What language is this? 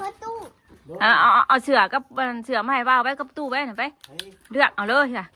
Northeastern Thai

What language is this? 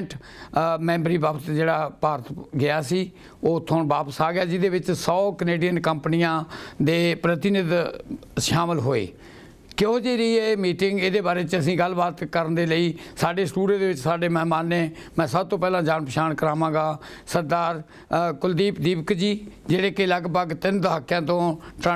Punjabi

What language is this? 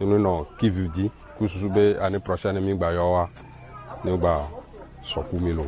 Ewe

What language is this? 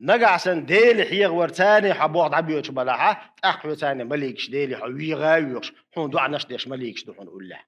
Chechen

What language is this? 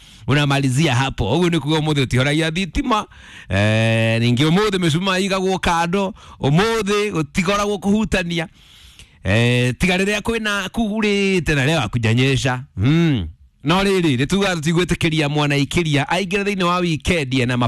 Kikuyu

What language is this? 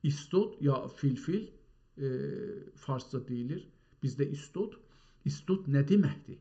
South Azerbaijani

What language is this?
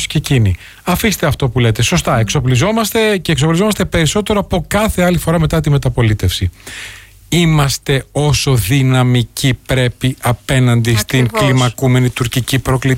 Greek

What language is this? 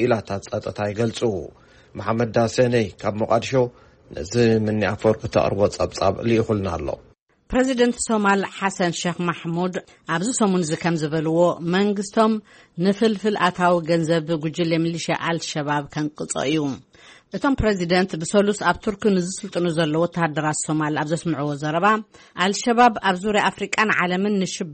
Tigrinya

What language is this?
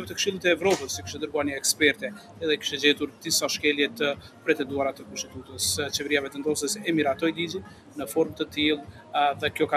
Albanian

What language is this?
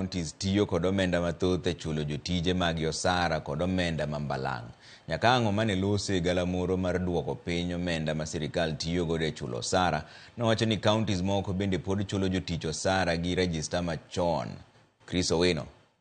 Luo (Kenya and Tanzania)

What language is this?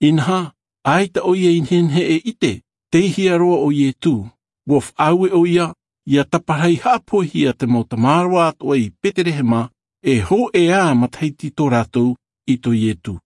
Tahitian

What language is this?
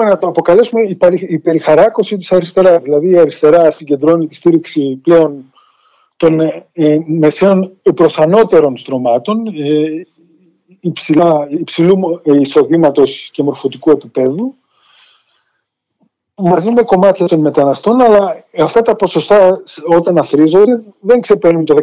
Greek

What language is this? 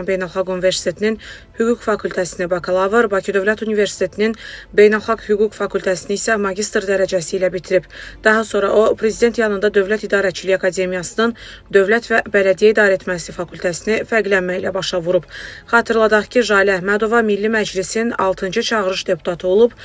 Azerbaijani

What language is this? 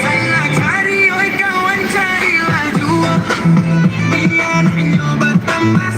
Minangkabau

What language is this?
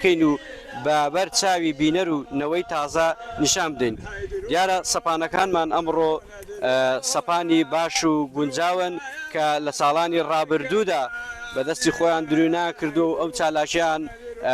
Central Kurdish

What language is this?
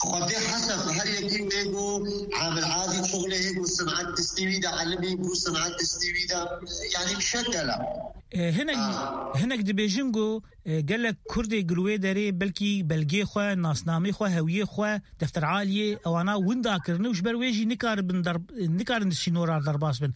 Kurdish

